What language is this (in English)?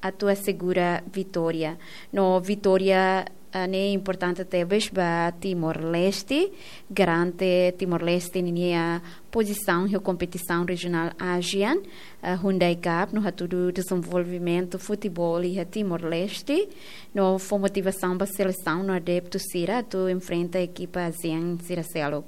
Tetum